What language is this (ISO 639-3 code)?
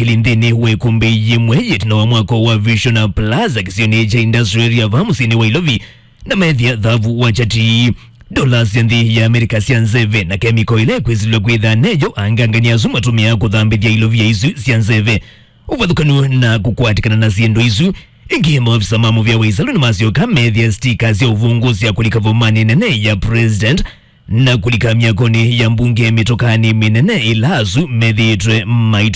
kam